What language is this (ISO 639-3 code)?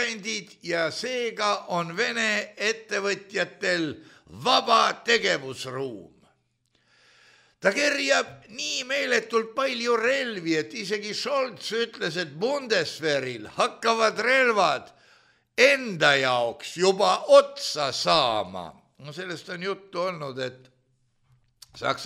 est